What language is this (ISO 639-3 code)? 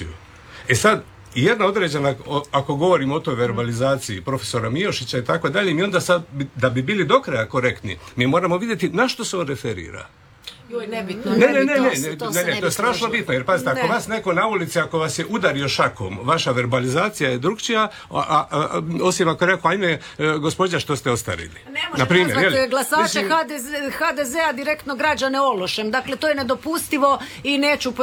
hrv